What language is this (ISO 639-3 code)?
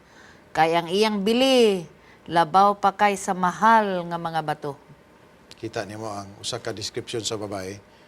ceb